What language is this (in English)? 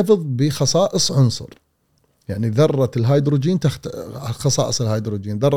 Gulf Arabic